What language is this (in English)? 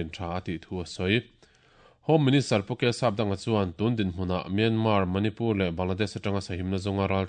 Mizo